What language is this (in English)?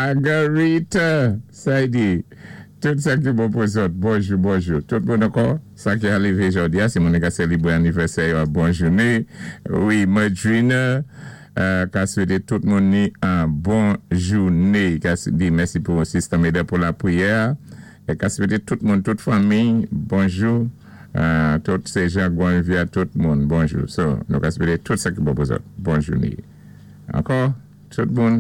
Saint Lucian Creole French